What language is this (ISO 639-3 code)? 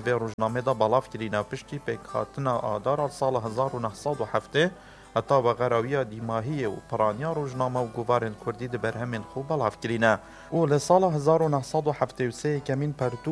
kur